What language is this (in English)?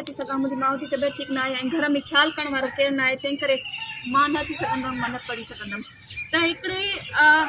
Sindhi